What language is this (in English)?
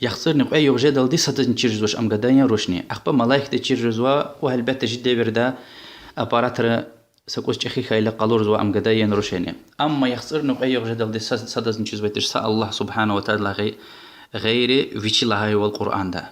Lezghian